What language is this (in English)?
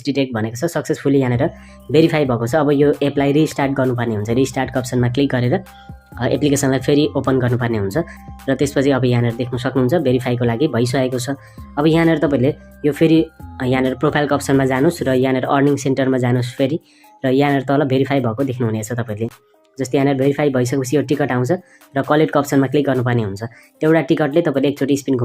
Nepali